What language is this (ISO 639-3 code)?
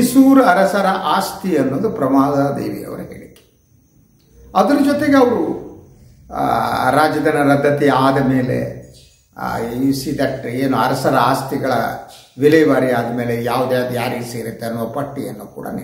kan